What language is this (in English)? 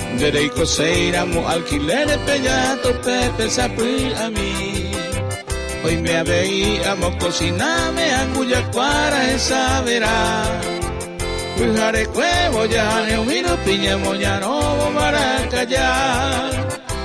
Guarani